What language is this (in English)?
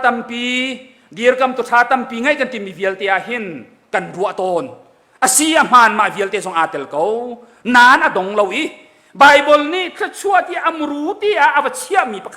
Hakha Chin